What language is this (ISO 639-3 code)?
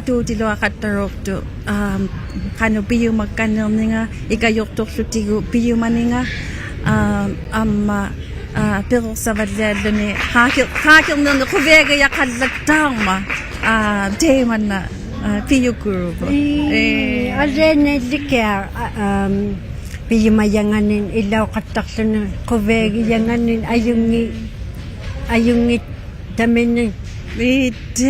iku